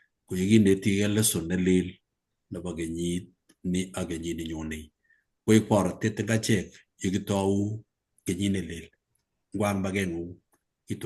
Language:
Kalenjin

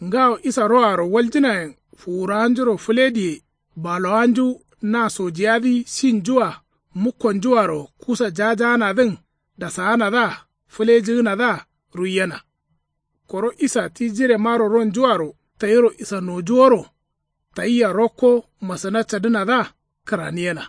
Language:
Kanuri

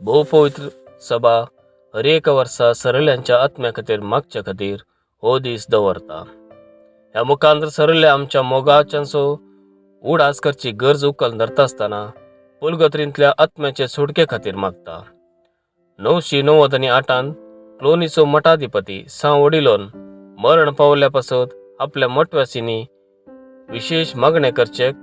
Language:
Konkani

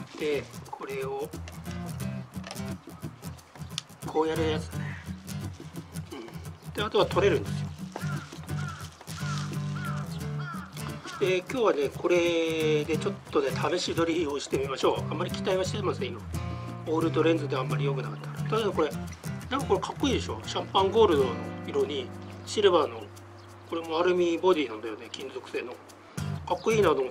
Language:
Japanese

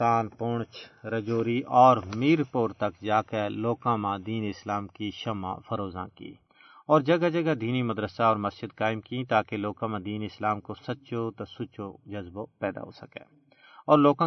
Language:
Gujari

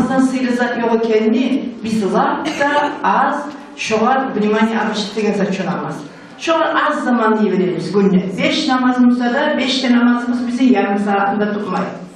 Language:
Kumyk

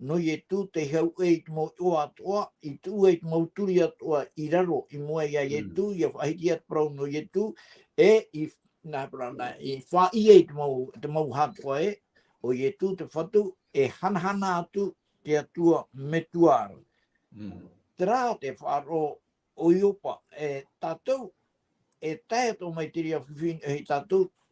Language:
Tahitian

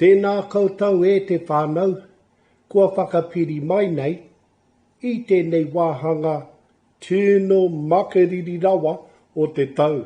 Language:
Māori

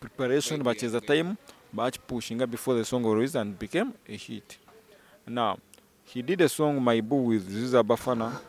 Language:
Nyankole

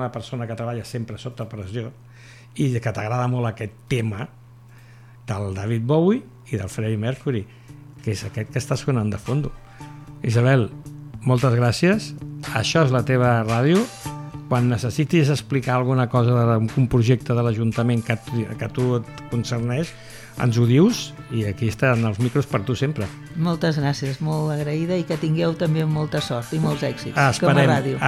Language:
Catalan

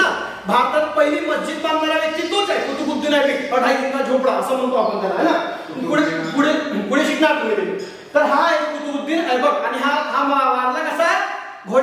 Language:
Marathi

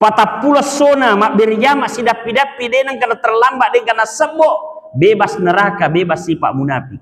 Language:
Buginese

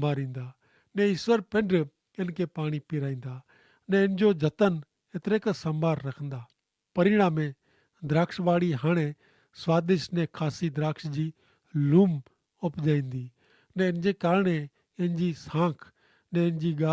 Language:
Kachhi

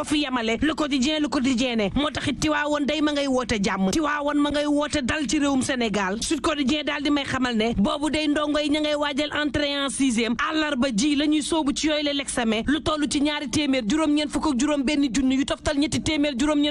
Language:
Wolof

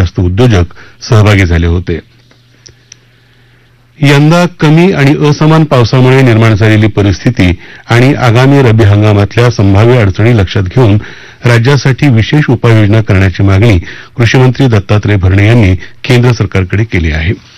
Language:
Marathi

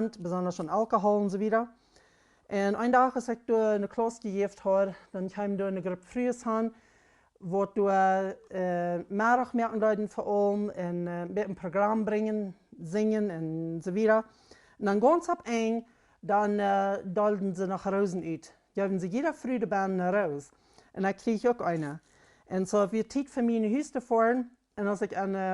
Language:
Plautdietsch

